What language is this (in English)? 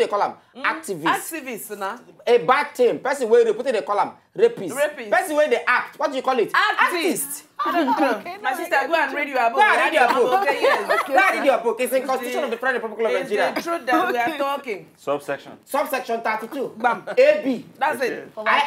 Nigerian Pidgin